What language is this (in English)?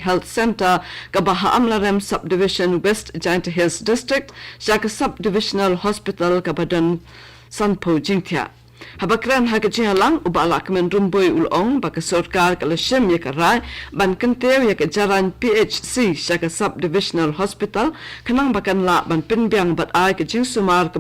Khasi